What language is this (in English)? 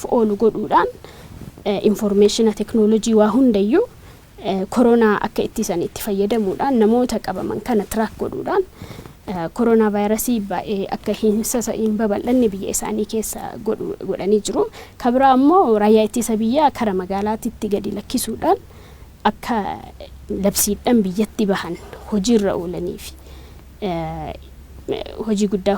Oromo